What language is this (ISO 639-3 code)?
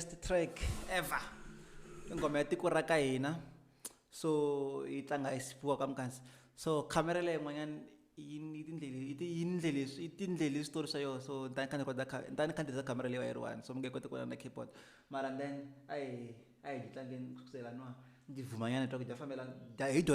tso